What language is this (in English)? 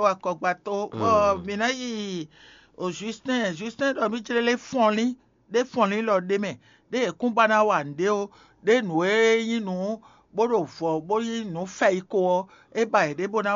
Fon